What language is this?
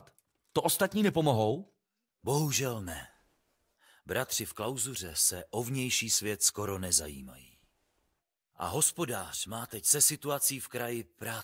Czech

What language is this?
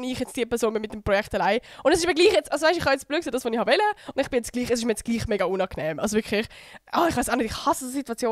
Swiss German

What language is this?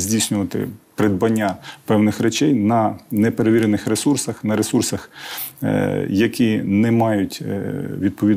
Ukrainian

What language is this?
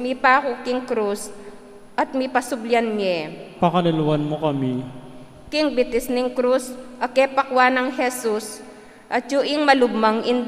Pampanga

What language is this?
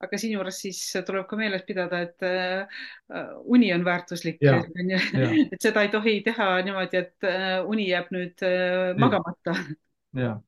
Estonian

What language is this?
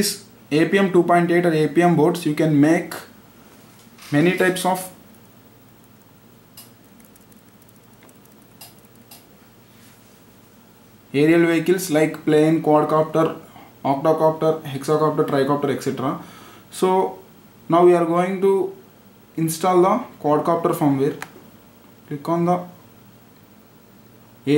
English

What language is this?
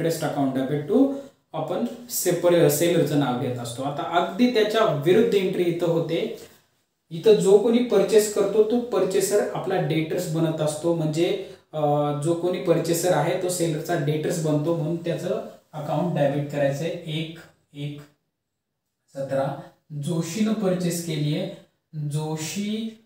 Marathi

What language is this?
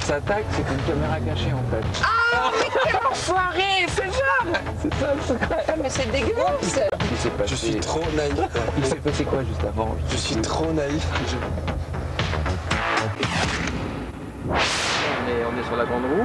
French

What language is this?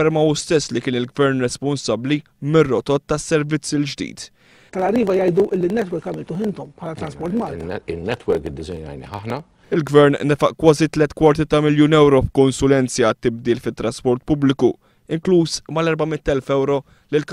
Maltese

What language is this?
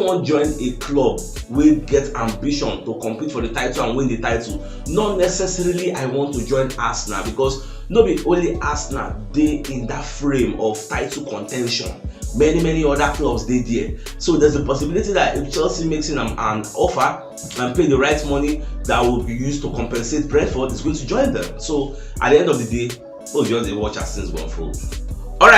Nigerian Pidgin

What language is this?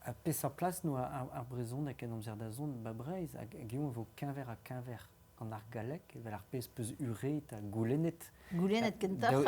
Breton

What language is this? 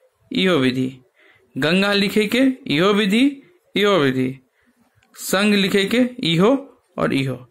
Maithili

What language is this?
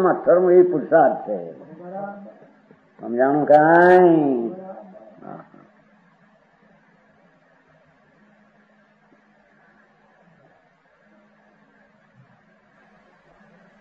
Gujarati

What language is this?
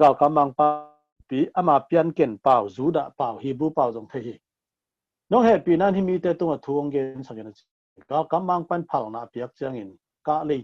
Tedim Chin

